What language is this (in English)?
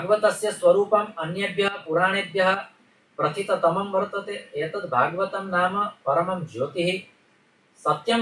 Sanskrit